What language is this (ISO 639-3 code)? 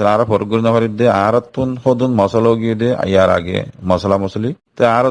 rhg